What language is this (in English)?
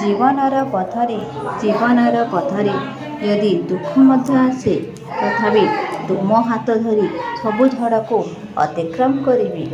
Odia